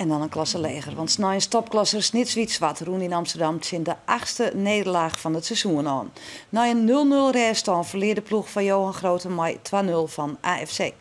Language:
Western Frisian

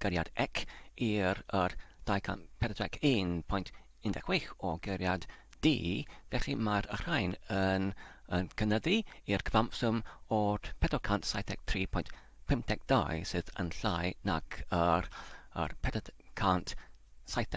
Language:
Welsh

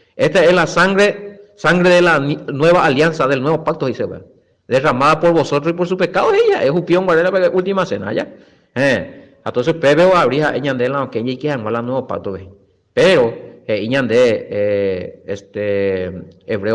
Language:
Guarani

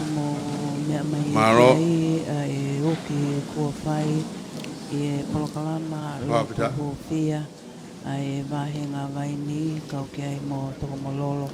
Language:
Tongan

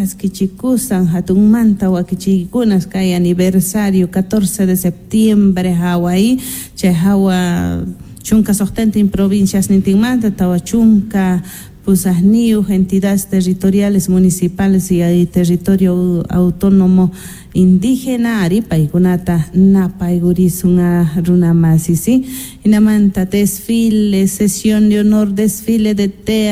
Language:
South Bolivian Quechua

